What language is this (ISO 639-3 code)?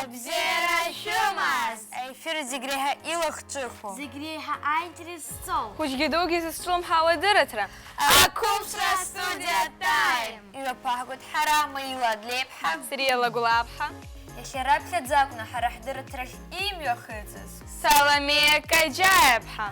abk